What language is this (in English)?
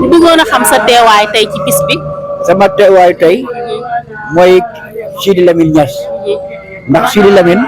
Wolof